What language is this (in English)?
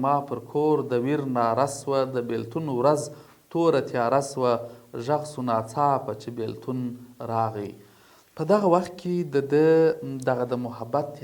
Pashto